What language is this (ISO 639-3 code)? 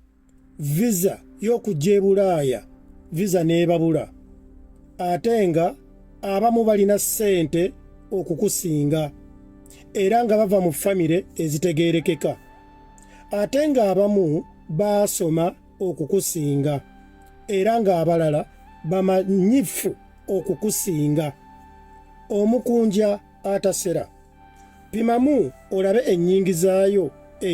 lug